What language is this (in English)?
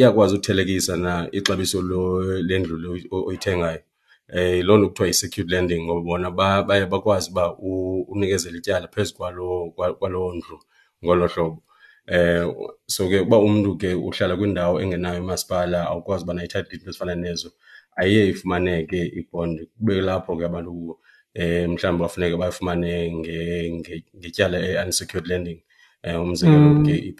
Xhosa